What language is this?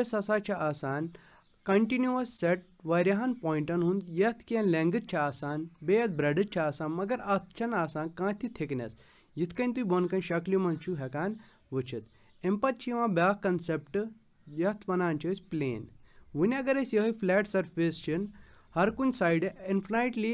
Kashmiri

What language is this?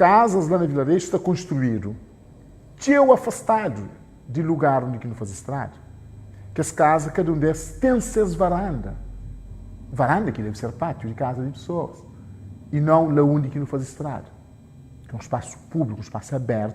Kabuverdianu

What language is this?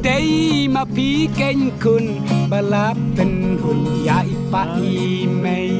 Khasi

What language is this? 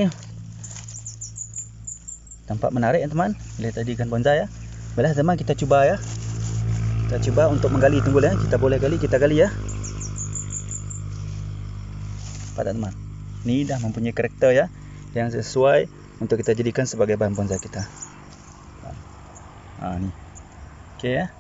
Malay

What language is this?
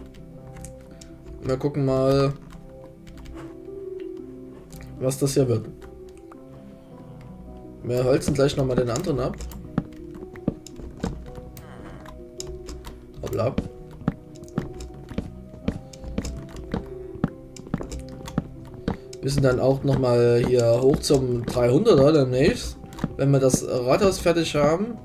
German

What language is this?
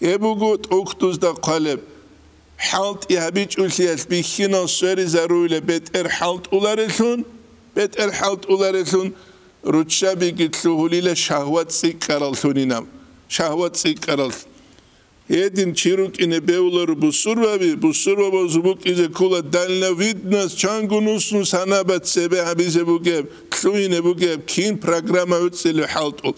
Avaric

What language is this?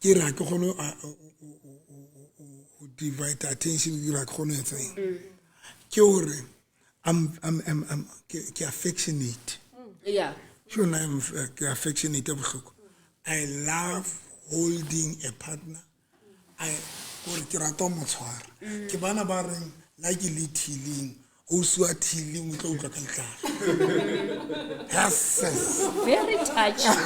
Southern Sotho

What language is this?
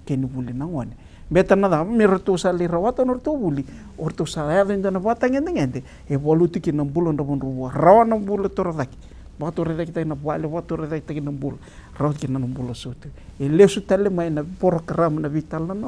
Fijian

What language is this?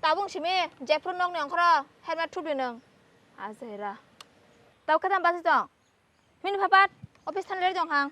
Kok Borok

